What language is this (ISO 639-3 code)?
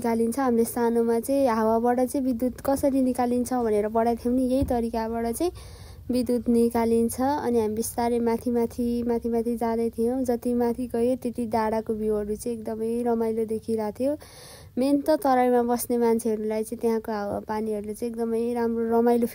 nep